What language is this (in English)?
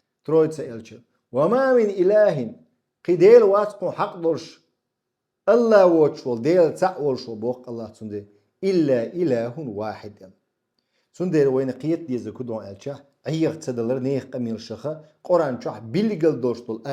Chechen